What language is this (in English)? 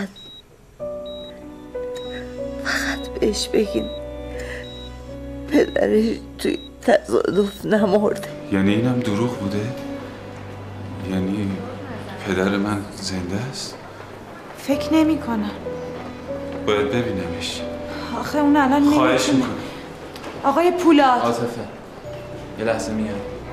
Persian